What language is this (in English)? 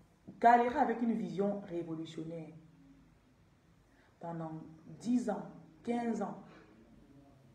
French